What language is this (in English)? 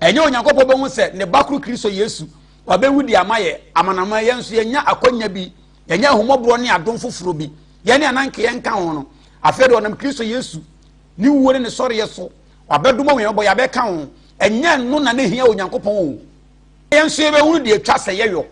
Akan